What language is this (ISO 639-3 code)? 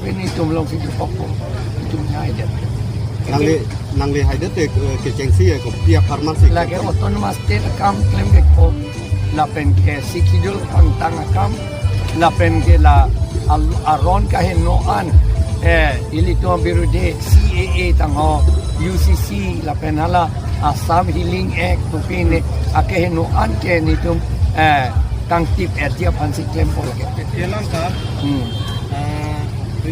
mjw